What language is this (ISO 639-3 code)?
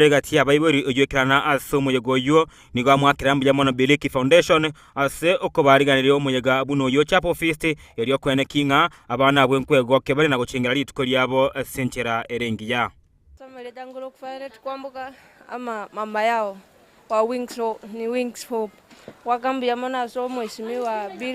guz